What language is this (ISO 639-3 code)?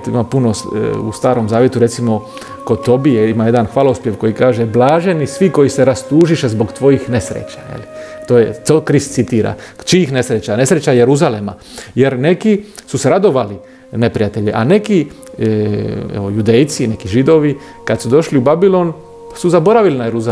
hrv